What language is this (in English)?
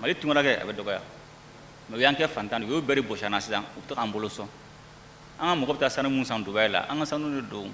Bambara